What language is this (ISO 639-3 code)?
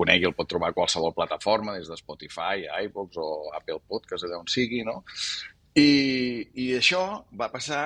cat